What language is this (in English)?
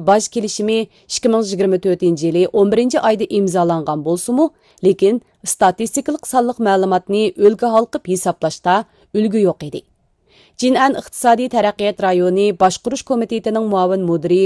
Uyghur